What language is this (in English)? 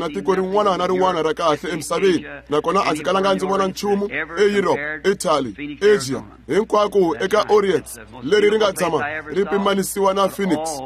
Tsonga